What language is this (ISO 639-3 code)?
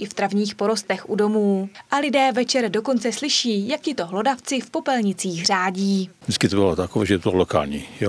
ces